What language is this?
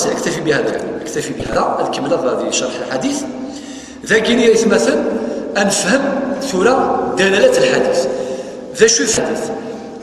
Kabyle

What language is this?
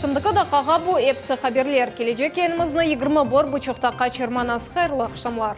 Crimean Tatar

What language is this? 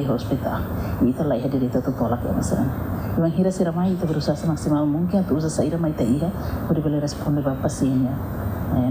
Tetum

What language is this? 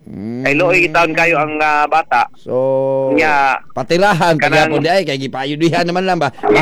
Cebuano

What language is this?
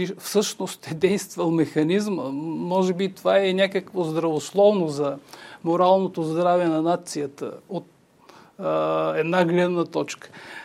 Bulgarian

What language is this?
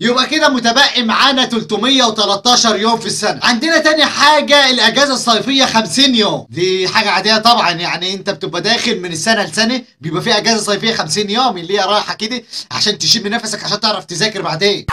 Egyptian Arabic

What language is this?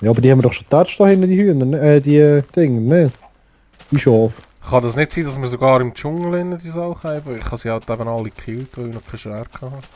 Swiss German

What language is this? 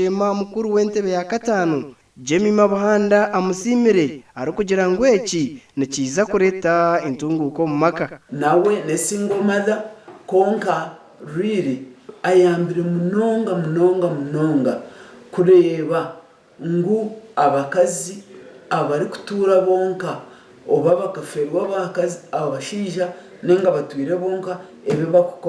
Nyankole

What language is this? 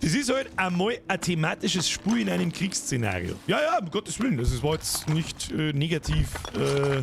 Bavarian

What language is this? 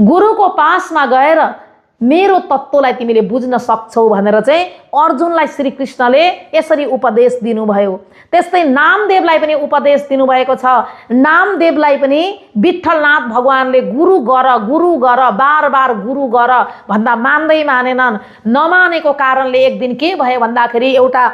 Nepali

